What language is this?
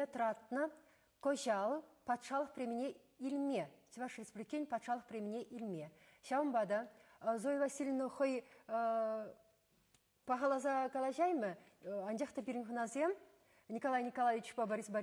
Chuvash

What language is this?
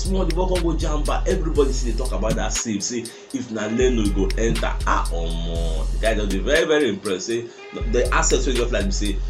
Nigerian Pidgin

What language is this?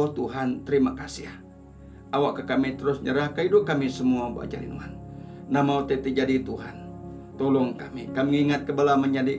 Iban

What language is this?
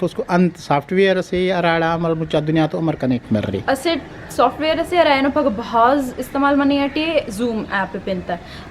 Brahui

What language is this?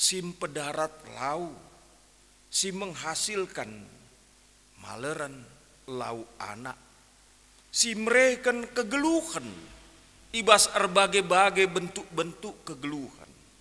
Batak Karo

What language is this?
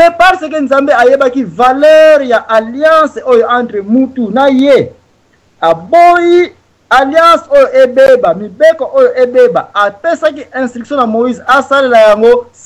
Lingala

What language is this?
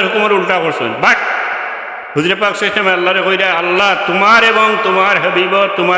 Sylheti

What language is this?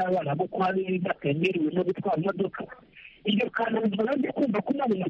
Kinyarwanda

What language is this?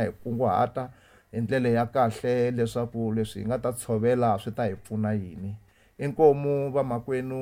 Tsonga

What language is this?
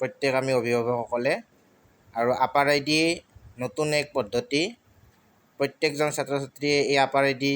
Assamese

